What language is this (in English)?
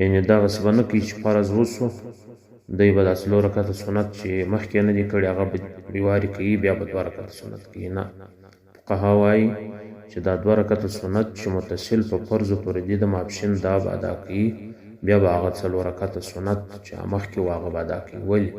Pashto